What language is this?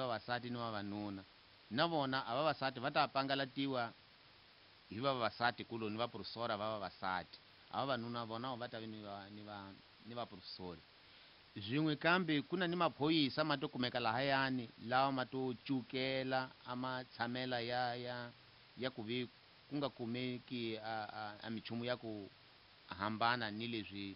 Tsonga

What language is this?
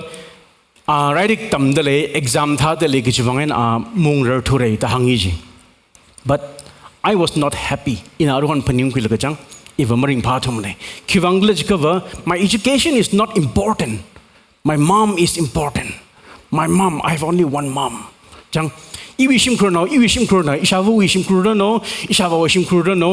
Tangkhul Naga (India)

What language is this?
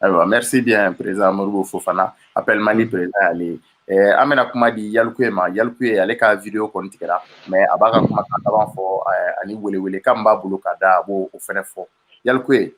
Bambara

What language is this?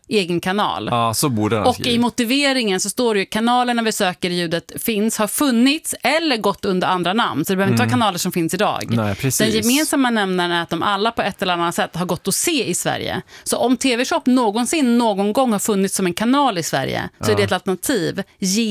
Swedish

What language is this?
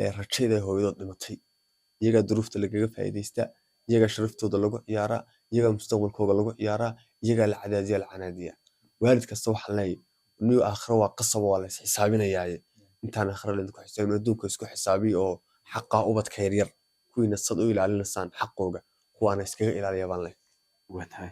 Somali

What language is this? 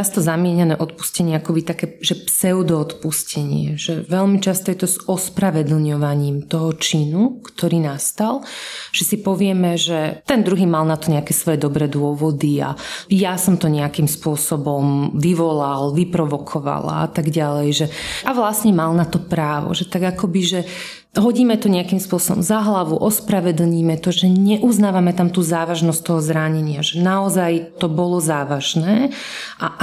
Slovak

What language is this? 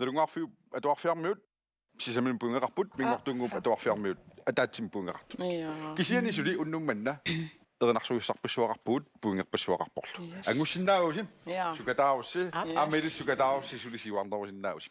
Kalaallisut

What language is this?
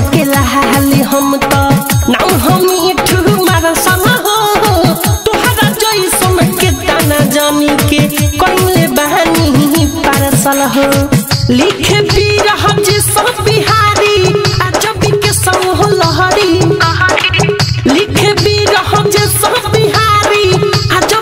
Bhojpuri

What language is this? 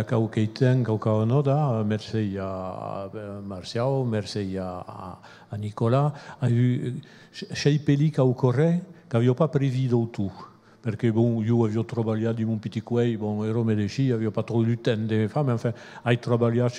Occitan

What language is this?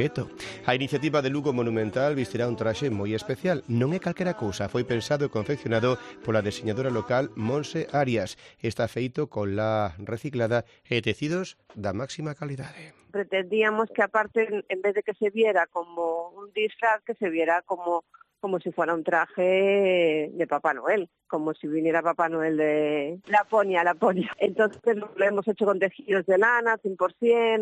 Galician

